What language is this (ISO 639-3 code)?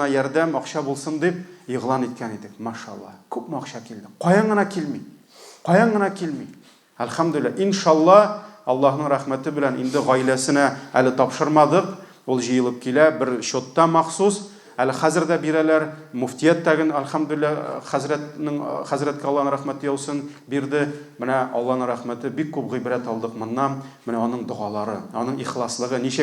tat